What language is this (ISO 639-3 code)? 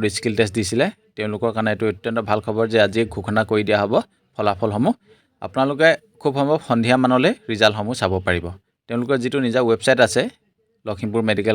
asm